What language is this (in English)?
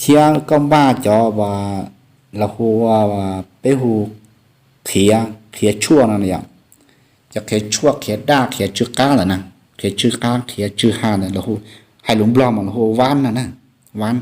Hmong